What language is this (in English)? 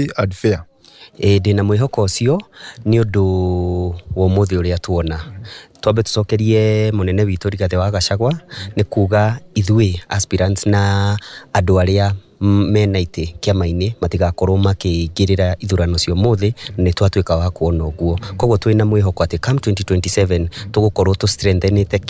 Kikuyu